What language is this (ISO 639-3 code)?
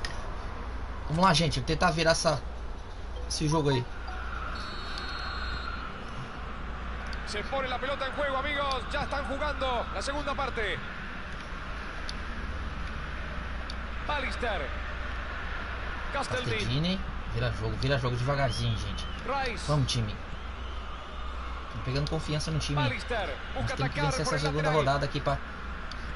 por